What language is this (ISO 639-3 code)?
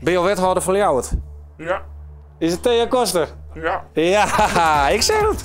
fry